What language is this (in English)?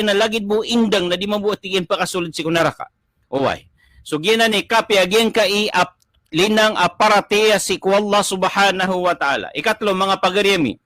Maranao